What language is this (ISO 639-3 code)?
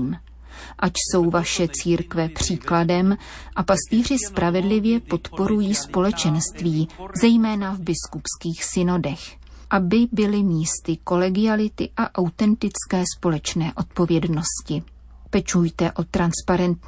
ces